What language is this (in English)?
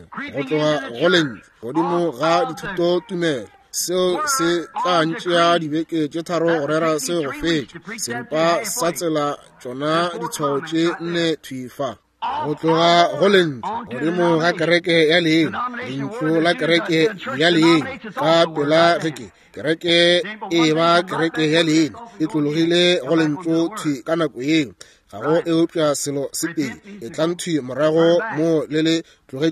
Northern Sotho